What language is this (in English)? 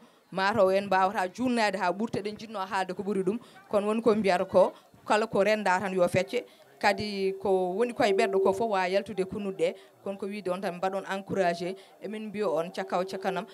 Fula